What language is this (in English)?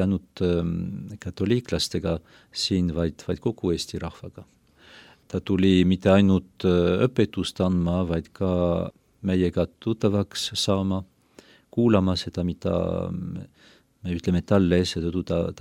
Estonian